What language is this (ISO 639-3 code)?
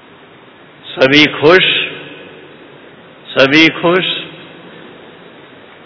hin